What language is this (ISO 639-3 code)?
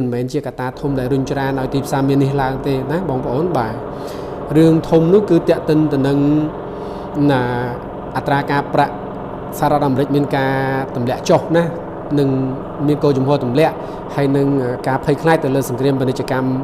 khm